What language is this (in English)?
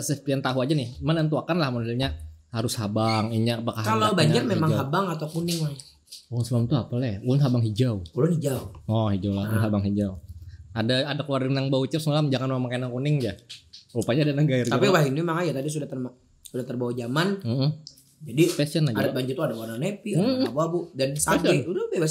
Banjar